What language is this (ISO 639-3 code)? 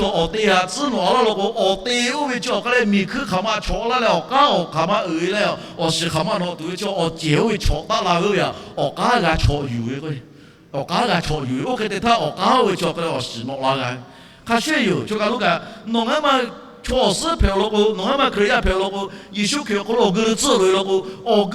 lhu